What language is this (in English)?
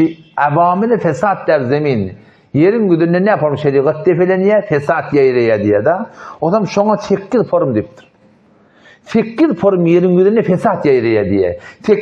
Turkmen